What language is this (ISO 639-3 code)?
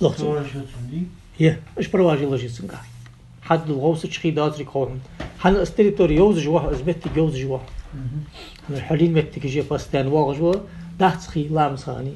inh